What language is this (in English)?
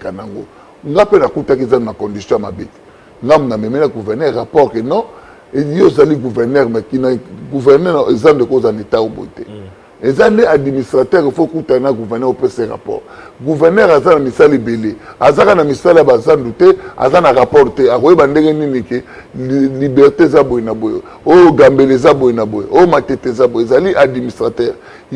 Lingala